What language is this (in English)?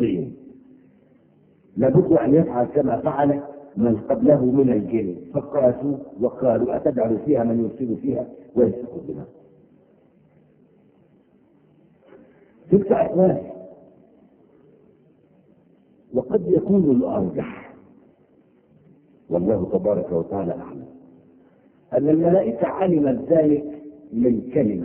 Arabic